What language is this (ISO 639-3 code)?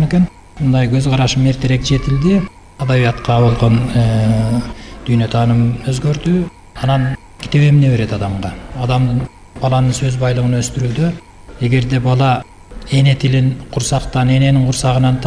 kir